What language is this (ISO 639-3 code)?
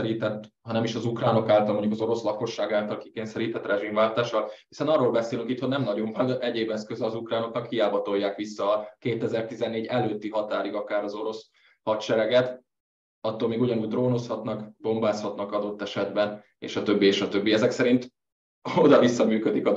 hun